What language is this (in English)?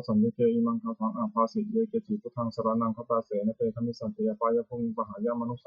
Pali